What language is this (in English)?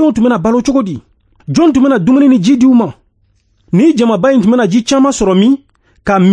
Bambara